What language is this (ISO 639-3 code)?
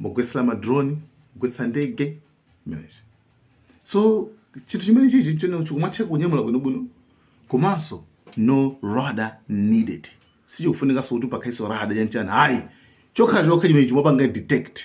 nya